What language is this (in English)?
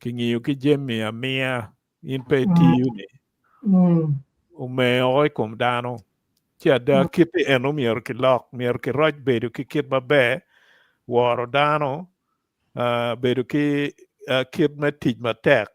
Acoli